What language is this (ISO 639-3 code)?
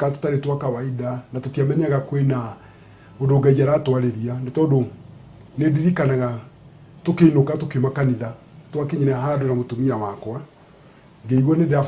kik